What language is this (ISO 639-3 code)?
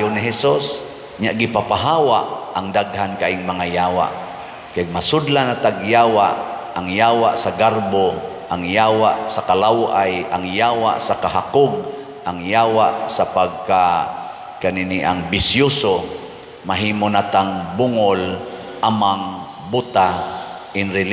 ceb